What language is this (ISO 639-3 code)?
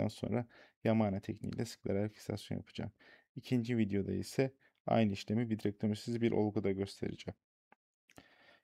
tur